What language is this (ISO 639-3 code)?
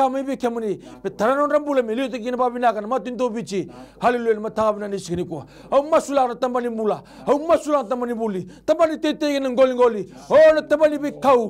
fij